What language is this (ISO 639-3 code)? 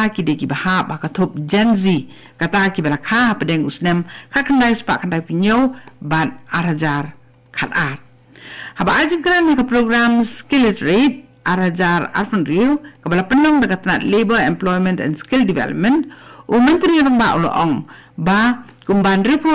kha